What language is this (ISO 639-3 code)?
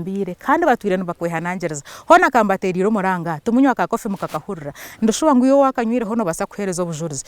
nyn